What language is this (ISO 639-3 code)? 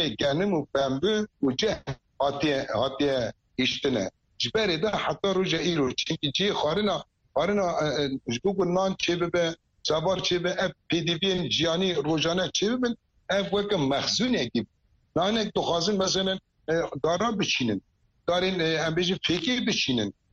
kur